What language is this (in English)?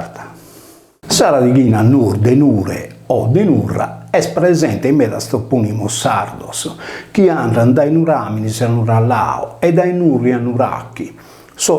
Sardinian